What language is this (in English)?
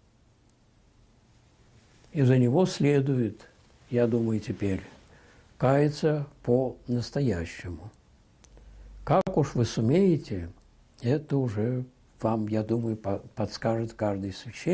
Russian